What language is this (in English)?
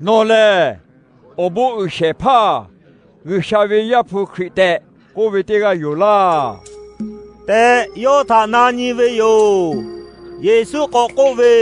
Lahu